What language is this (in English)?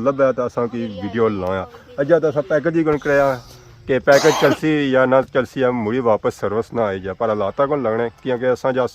Pahari-Potwari